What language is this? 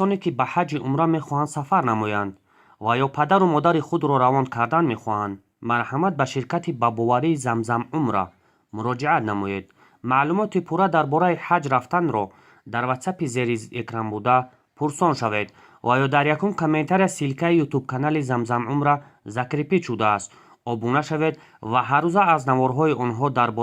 Tajik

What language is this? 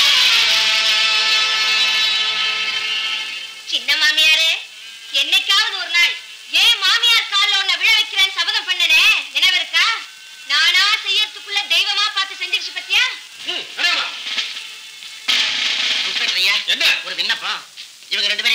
Tamil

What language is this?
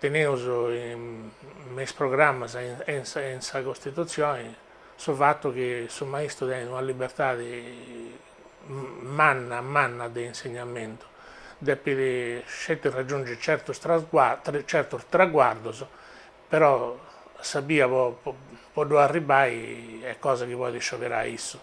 Sardinian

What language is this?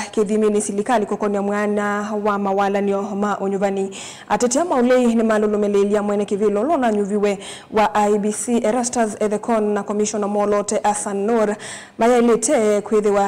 Kamba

